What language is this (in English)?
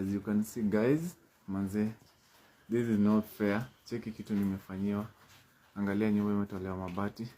Swahili